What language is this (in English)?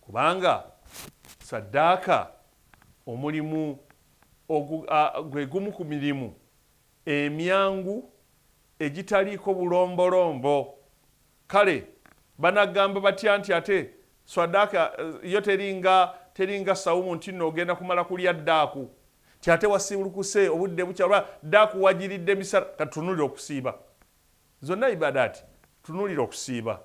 Ganda